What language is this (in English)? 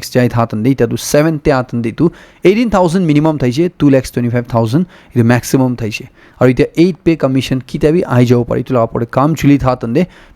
Naga Pidgin